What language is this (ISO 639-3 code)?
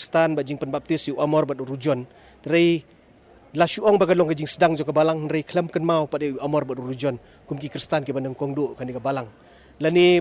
kha